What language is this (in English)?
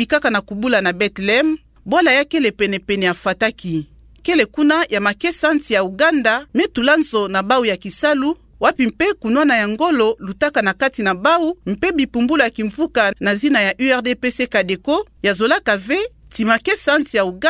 Kituba (Democratic Republic of Congo)